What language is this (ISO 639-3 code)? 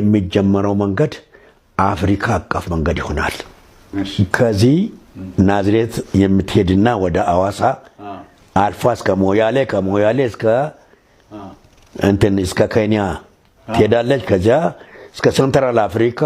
amh